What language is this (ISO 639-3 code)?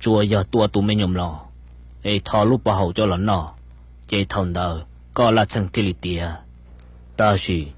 hmn